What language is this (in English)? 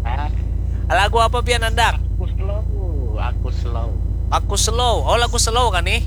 Banjar